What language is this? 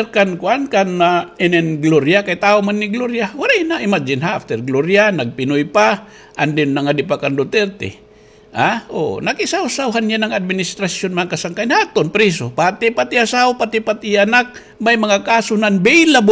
Waray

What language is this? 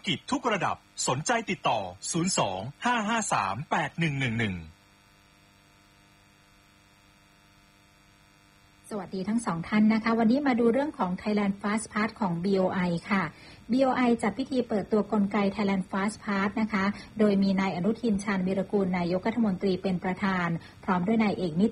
Thai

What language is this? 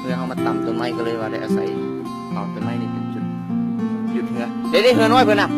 Lao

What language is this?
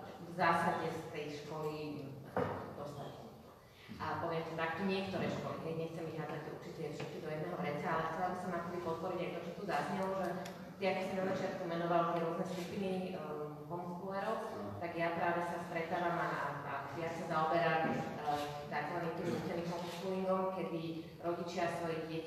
Slovak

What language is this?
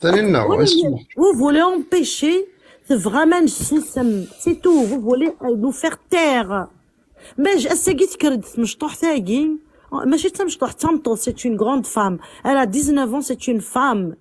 Kabyle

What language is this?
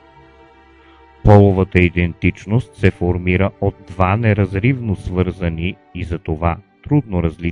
Bulgarian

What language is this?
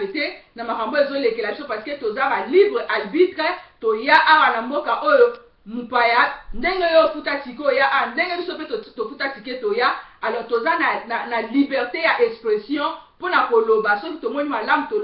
Lingala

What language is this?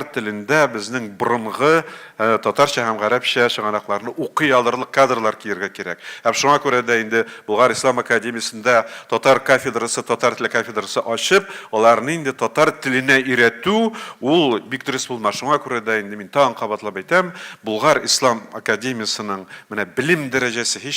Tatar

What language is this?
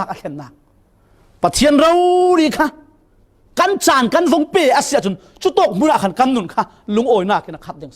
Falam Chin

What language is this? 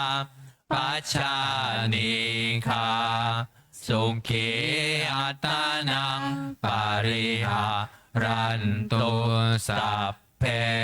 Pali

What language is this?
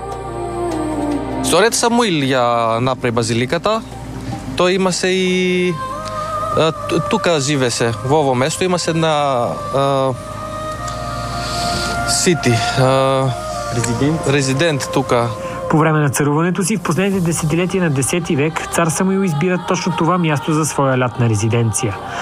Bulgarian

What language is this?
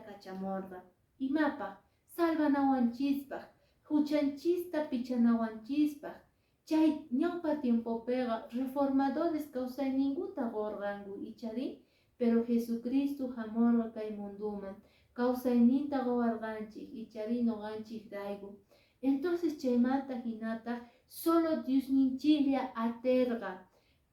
Quechua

